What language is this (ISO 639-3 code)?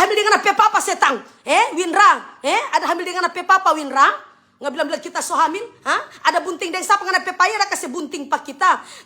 xmm